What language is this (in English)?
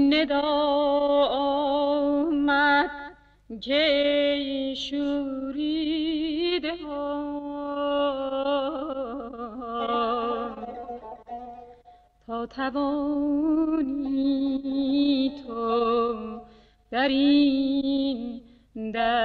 Persian